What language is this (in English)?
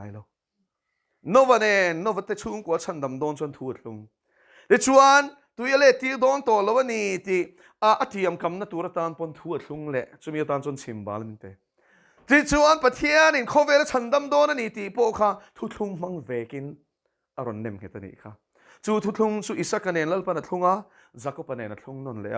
Mizo